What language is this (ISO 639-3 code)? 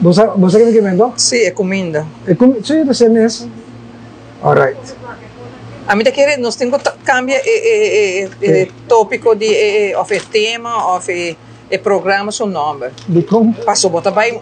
pap